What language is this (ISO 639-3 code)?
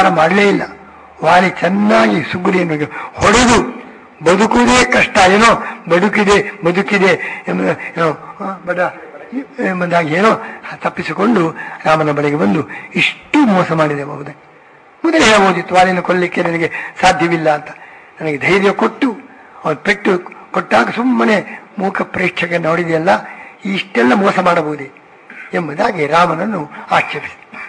kan